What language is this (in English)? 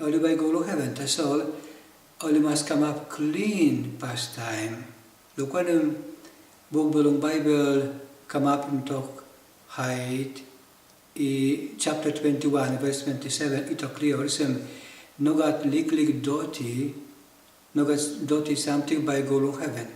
Tok Pisin